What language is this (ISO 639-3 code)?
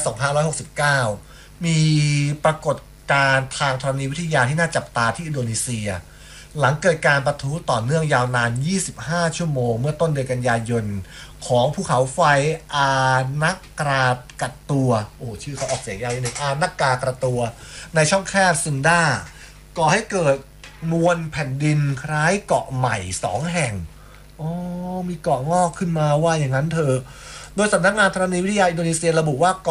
tha